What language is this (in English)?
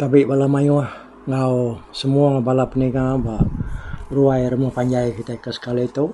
Iban